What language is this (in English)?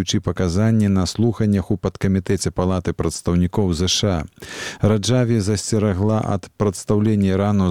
Belarusian